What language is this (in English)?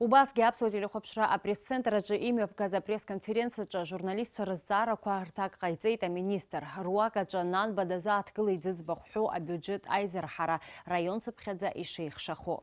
Abkhazian